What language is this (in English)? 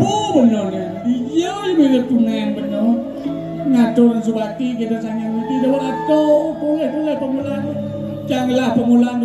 Balinese